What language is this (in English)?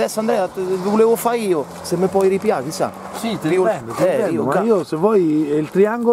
Italian